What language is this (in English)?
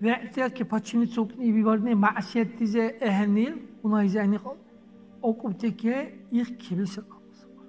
Dargwa